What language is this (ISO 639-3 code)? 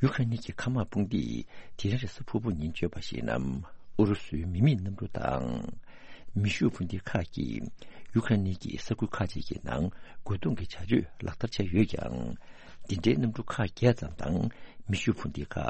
bod